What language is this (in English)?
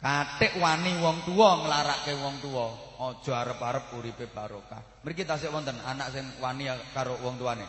Javanese